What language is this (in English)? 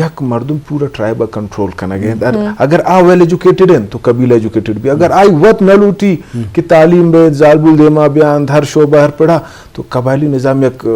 Eastern Balochi